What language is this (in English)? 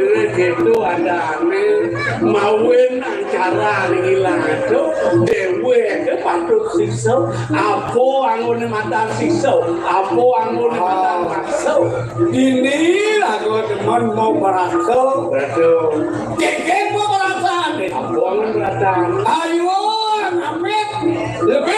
Balinese